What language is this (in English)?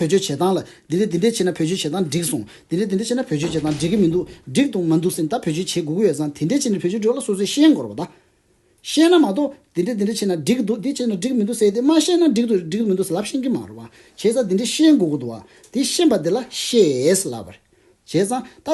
Tibetan